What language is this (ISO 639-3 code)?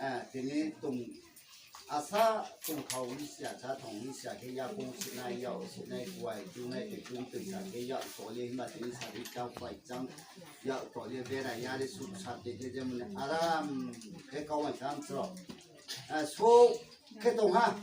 ria